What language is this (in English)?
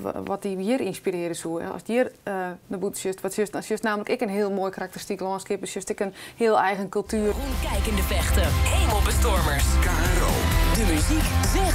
Western Frisian